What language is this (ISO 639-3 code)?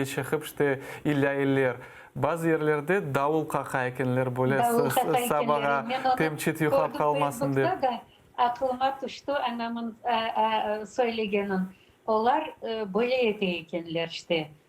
crh